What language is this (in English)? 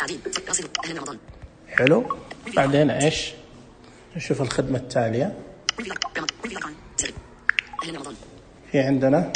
Najdi Arabic